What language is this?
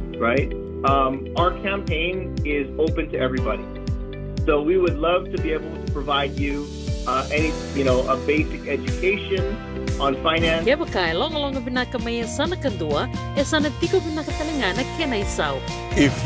Fijian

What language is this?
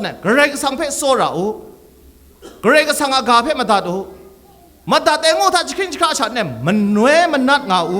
Kachin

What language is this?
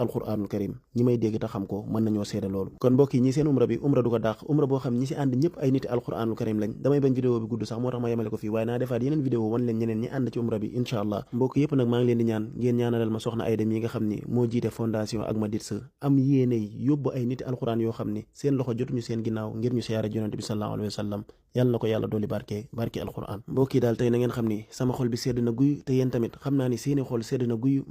Wolof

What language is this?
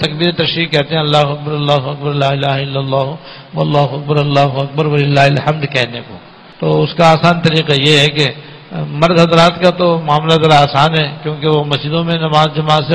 Urdu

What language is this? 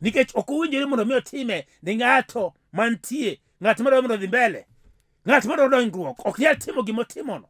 Luo (Kenya and Tanzania)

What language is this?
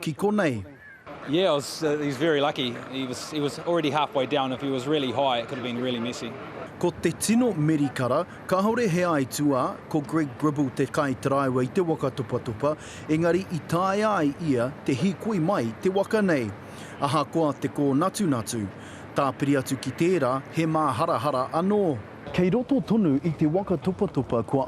Māori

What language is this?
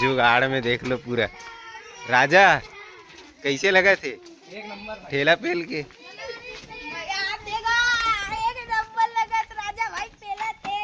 Chhattisgarhi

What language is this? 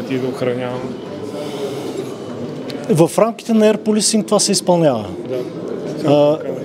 Bulgarian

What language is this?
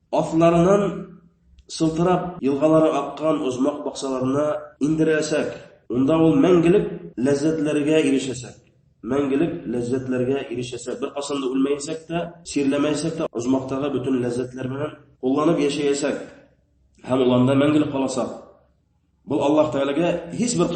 Bashkir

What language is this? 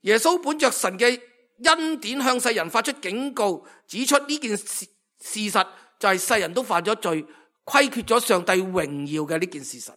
Cantonese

